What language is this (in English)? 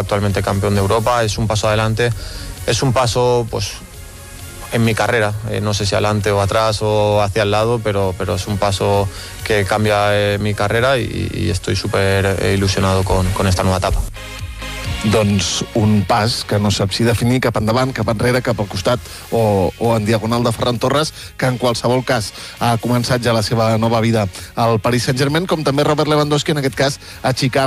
Catalan